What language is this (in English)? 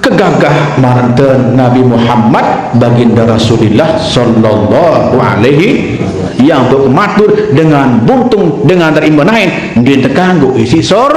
Sasak